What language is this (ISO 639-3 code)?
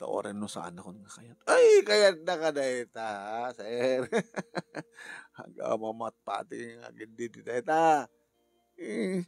ilo